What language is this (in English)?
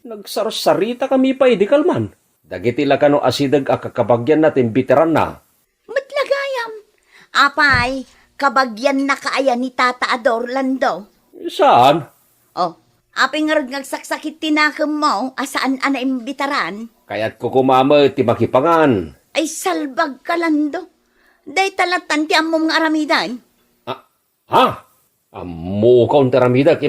Iloko